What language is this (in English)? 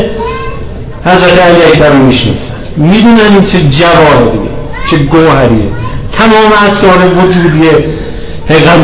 Persian